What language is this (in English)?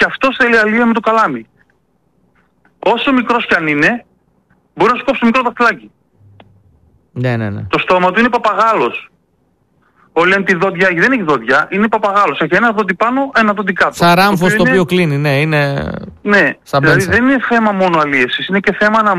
Greek